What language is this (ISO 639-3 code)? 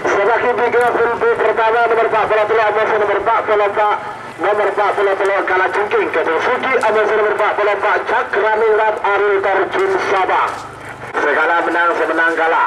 mad